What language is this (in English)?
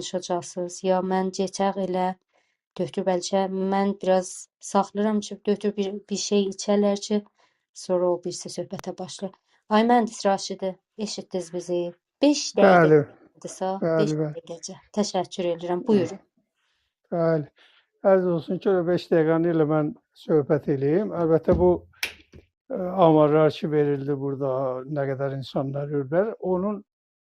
South Azerbaijani